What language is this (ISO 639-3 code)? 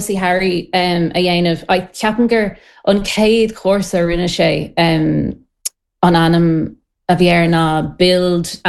gle